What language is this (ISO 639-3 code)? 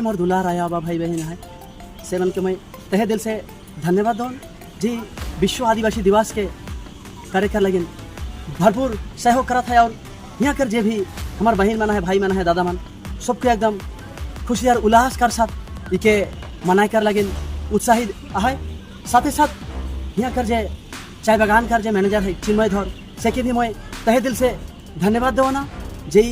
sck